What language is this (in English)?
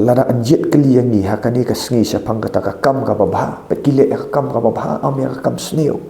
Khasi